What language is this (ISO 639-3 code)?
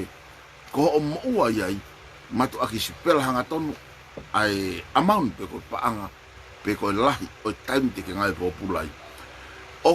ton